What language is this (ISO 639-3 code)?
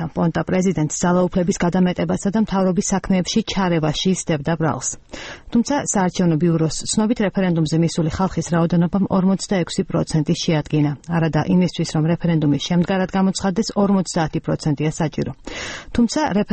kat